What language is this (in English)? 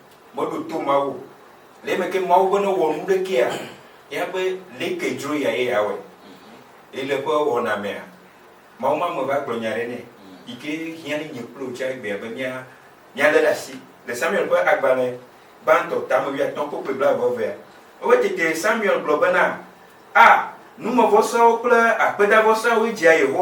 Ewe